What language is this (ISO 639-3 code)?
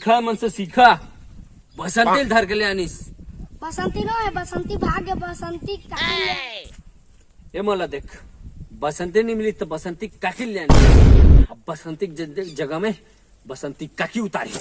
hne